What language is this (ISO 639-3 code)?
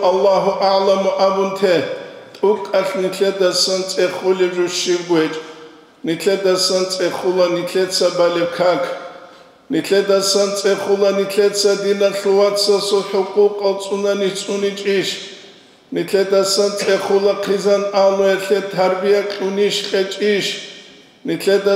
ava